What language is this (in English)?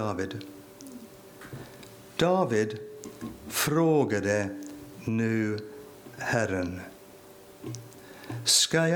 Swedish